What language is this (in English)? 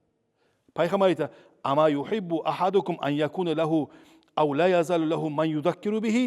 Kumyk